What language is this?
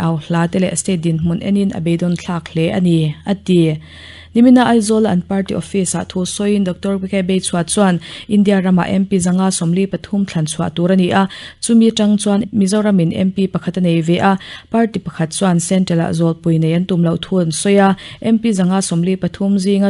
Mizo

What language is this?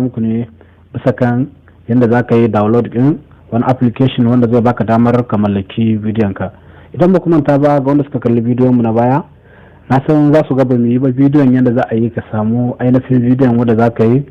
Hausa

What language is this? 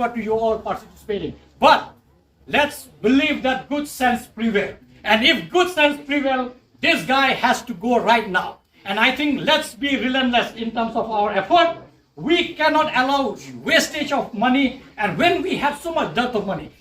Khasi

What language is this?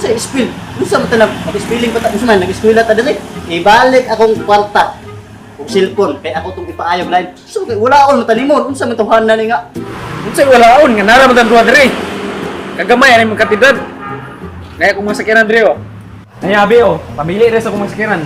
Cebuano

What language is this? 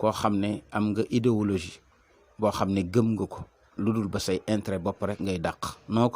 Wolof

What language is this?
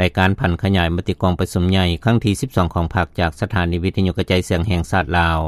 Lao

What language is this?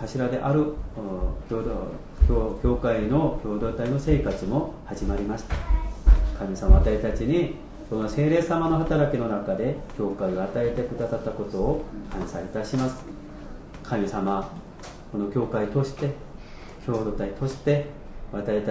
Japanese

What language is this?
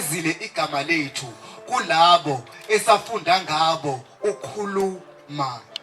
Zulu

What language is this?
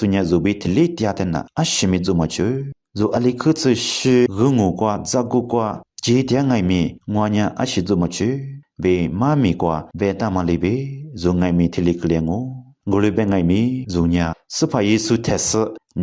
Lisu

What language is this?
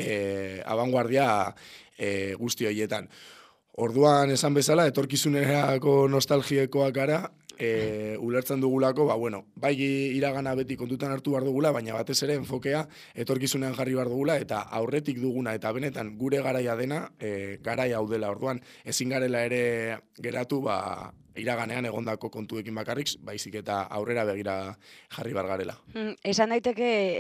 Basque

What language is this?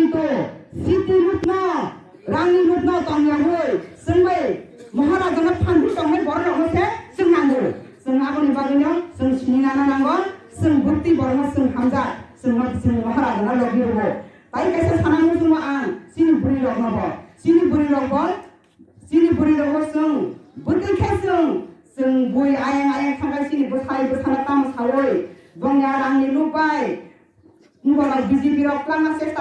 Kok Borok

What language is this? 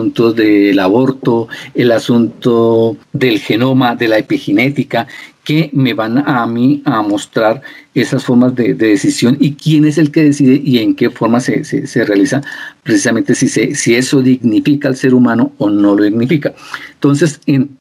Spanish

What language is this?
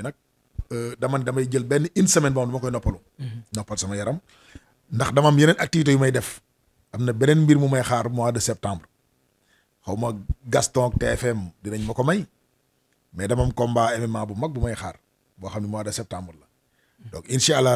Wolof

